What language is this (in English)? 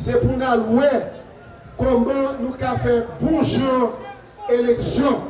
Haitian Creole